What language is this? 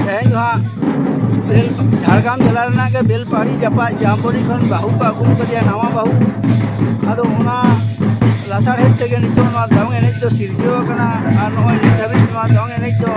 Santali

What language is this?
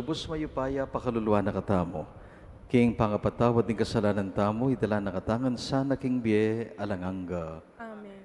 Pampanga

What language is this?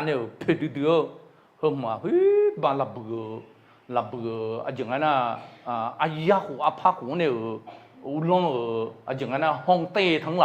Akha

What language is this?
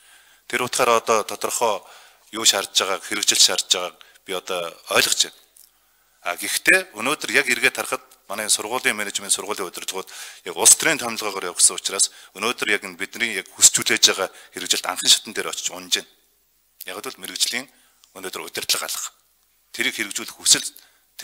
Mongolian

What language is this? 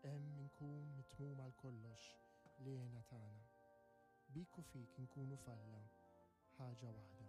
Maltese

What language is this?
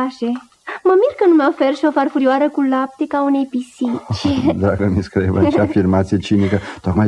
Romanian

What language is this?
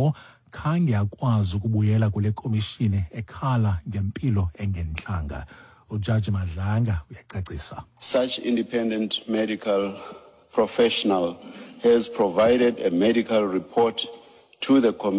Xhosa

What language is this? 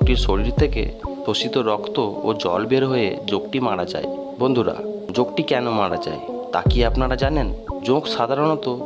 Bangla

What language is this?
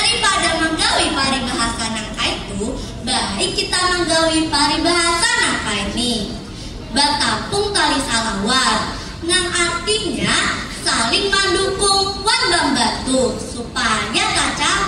Banjar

